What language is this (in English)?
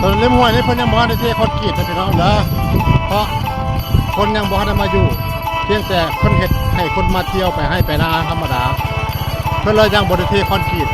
Northeastern Thai